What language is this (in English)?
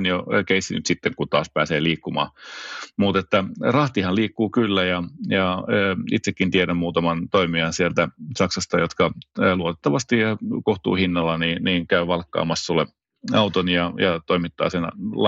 Finnish